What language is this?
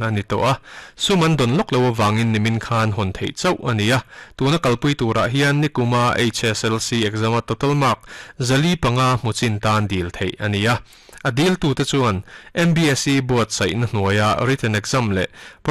Mizo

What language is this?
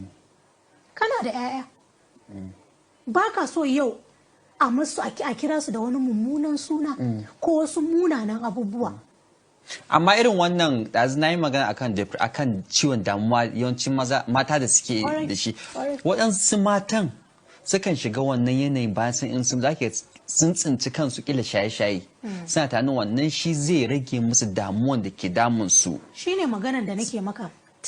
Hausa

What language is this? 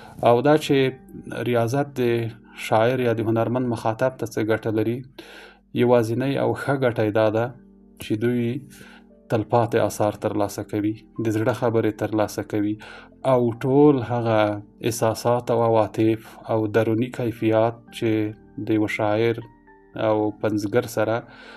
Pashto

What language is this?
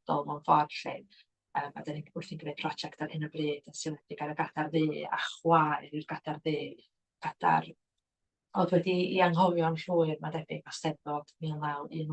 Welsh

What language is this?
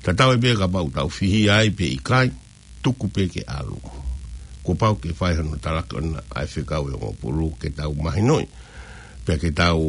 Tongan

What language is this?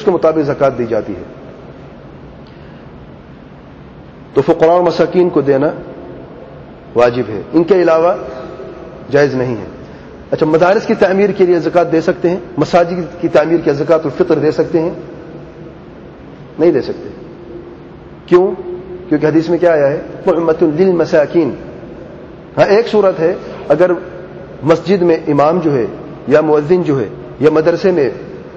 Urdu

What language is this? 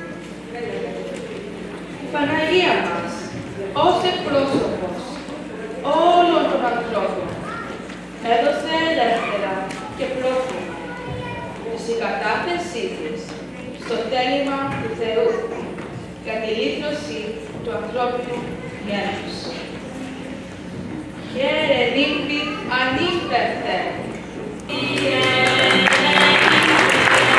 Greek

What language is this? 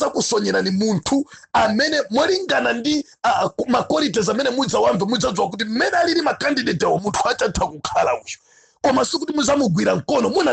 Nyanja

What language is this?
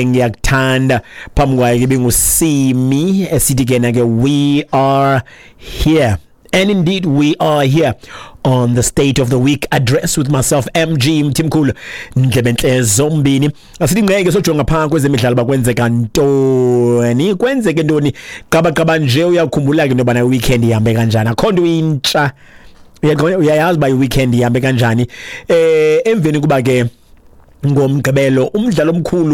Xhosa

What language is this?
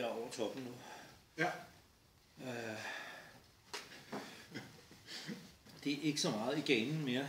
Danish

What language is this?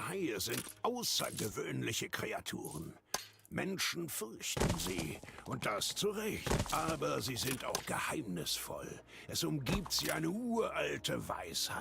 Bavarian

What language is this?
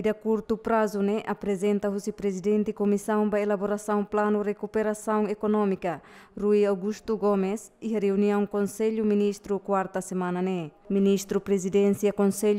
Tetum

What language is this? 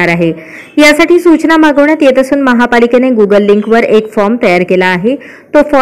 Marathi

